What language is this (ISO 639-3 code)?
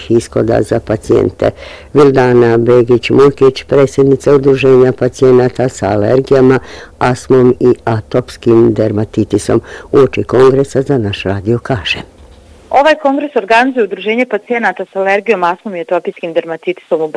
bos